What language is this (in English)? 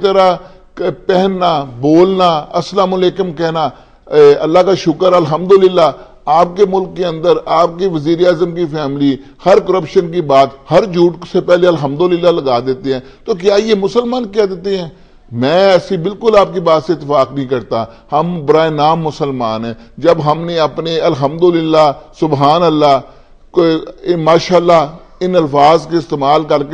Urdu